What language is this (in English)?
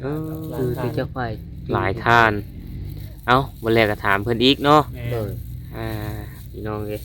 Lao